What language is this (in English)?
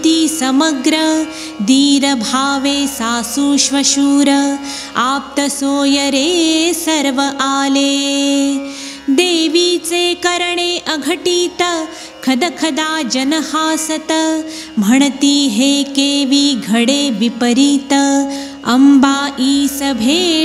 Marathi